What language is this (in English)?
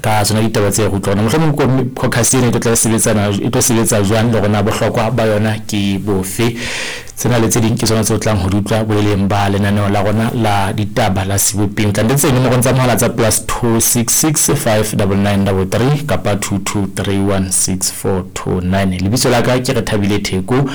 Southern Sotho